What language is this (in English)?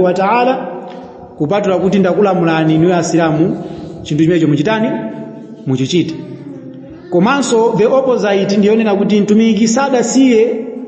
Nyanja